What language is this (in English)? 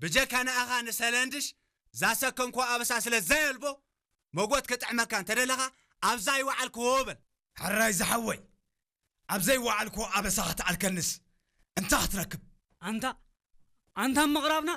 Tigrinya